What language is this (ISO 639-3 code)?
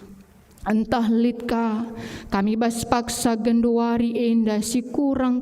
btx